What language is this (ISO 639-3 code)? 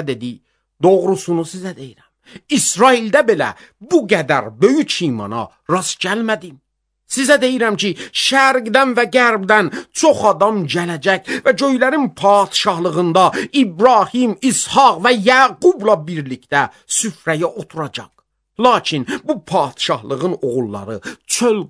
aze